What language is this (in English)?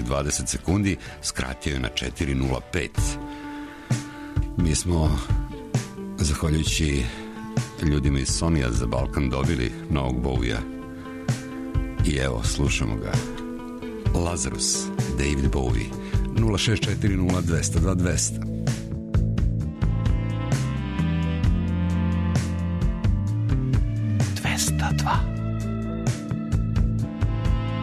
Serbian